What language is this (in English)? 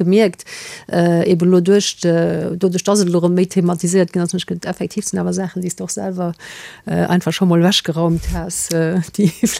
Luxembourgish